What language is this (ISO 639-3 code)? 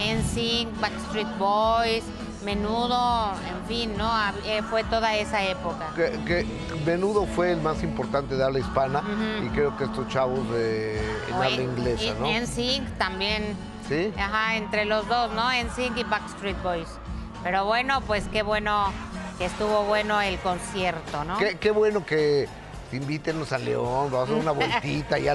spa